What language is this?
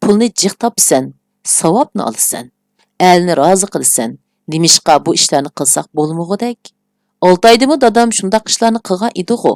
Uyghur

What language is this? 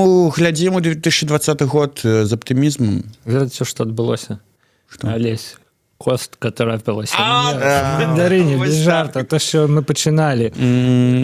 Belarusian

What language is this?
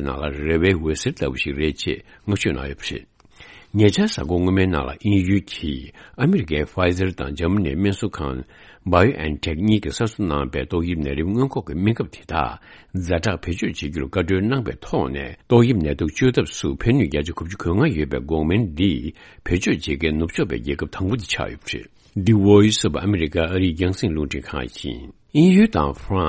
Tibetan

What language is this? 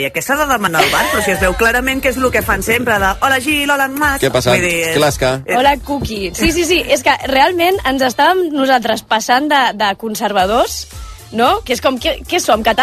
Catalan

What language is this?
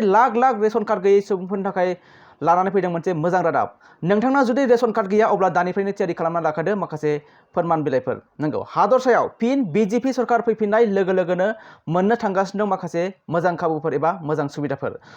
Bodo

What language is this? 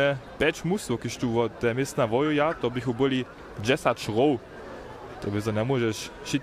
Upper Sorbian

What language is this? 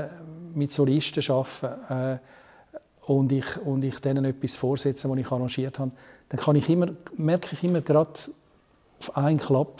Swiss German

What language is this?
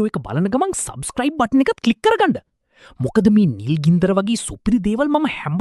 Sinhala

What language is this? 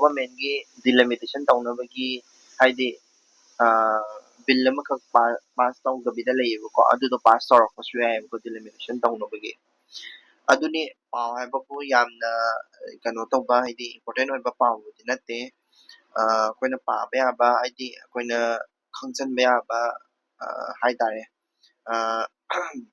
Manipuri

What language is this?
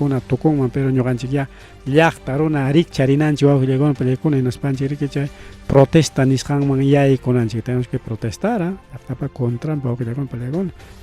Ayacucho Quechua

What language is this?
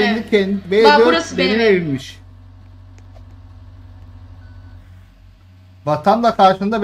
Turkish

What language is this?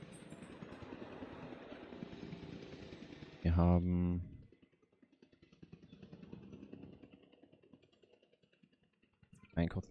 German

